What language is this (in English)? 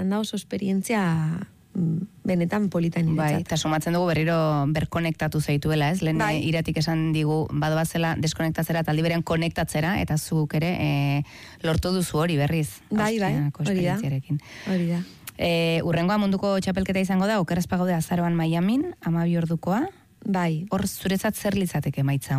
Basque